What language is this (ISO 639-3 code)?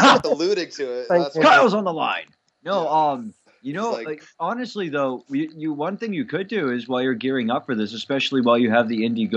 eng